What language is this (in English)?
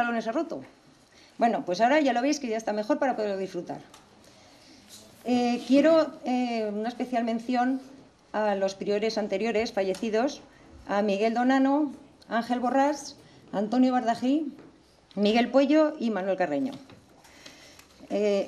Spanish